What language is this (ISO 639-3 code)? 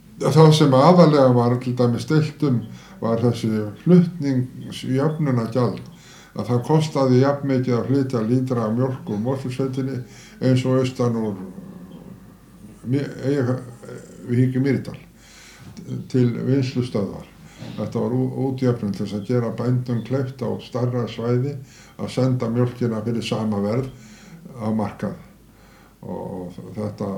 isl